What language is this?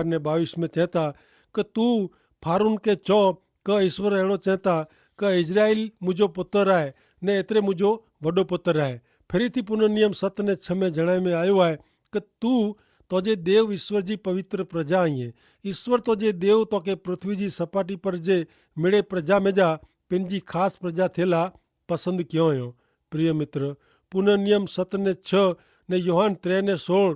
Kachhi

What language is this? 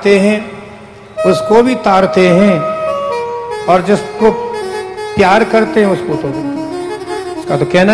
Hindi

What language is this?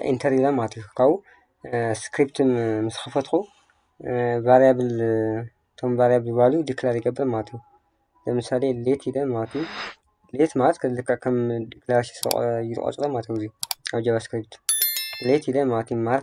Tigrinya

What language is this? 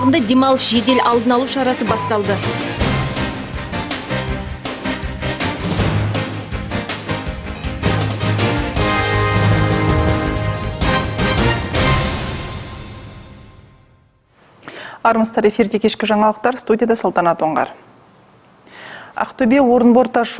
Kazakh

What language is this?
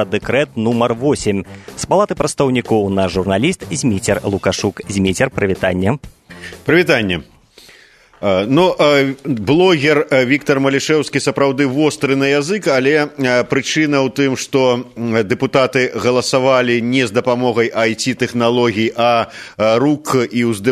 Belarusian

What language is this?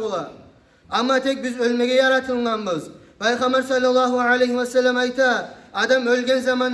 Kumyk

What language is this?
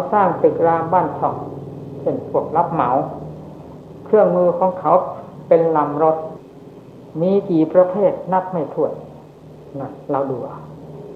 Thai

